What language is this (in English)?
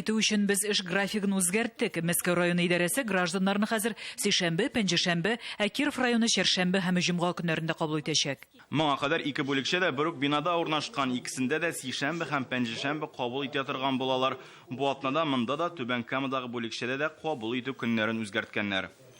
Tatar